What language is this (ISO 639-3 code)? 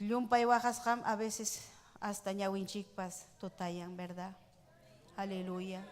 quy